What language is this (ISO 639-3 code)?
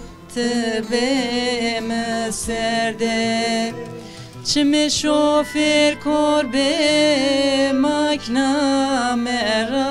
zza